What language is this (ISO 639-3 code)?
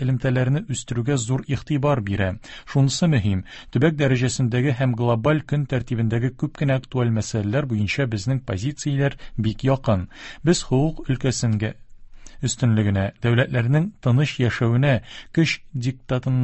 tat